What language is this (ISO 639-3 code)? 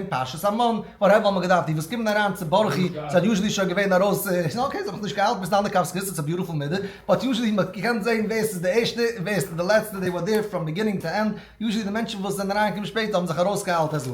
yid